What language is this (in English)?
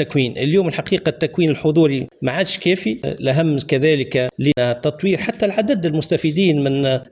Tunisian Arabic